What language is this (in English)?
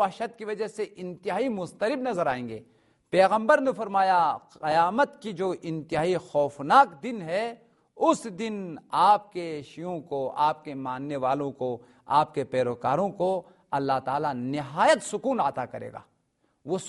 Urdu